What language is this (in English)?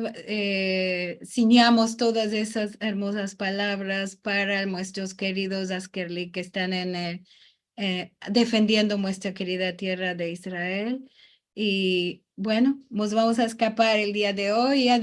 Ladino